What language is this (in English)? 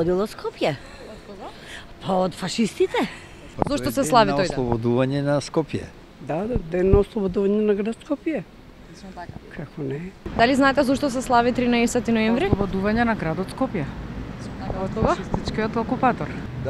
Macedonian